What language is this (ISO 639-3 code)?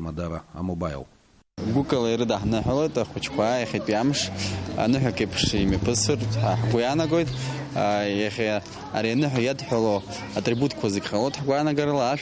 abk